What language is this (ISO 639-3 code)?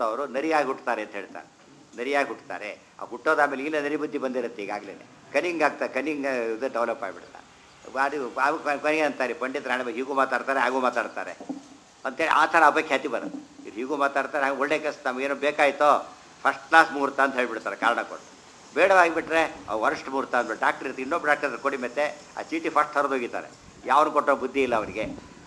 kan